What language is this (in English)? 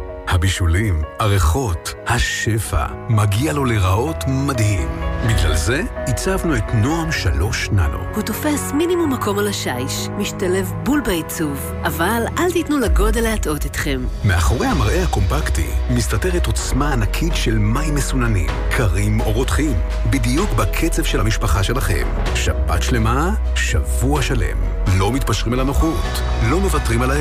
Hebrew